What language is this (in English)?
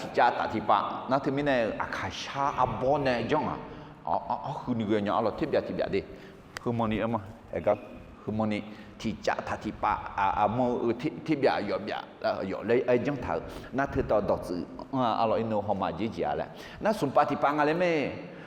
Akha